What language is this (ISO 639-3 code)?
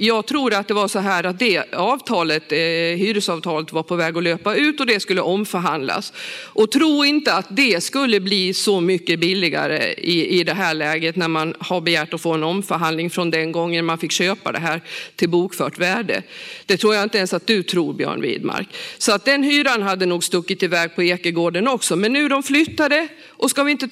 swe